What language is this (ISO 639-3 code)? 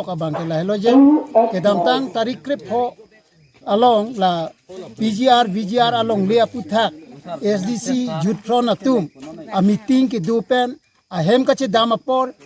mjw